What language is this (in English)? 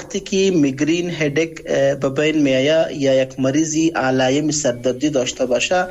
Persian